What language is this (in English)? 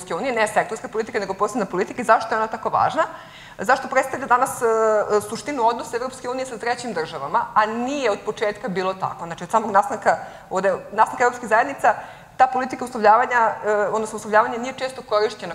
Serbian